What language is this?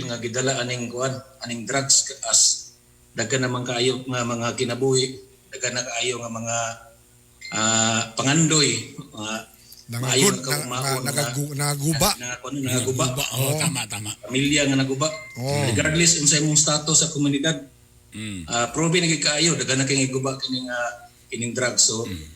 Cebuano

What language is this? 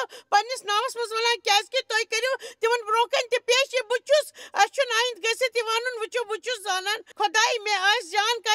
Kashmiri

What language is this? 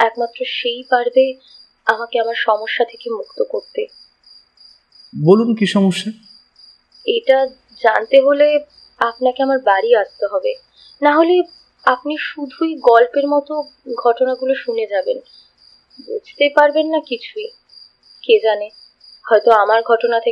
Bangla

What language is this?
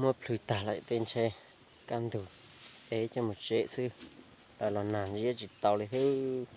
Hmong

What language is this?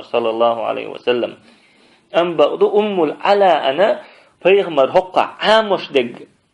Chechen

